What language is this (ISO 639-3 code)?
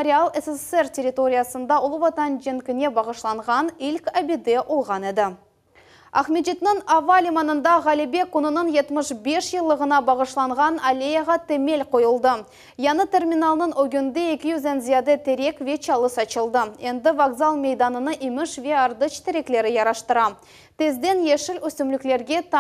crh